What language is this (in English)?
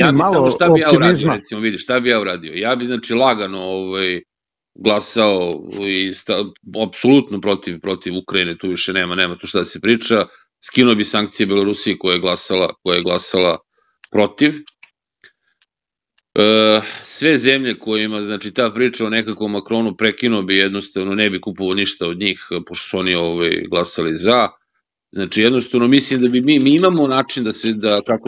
Serbian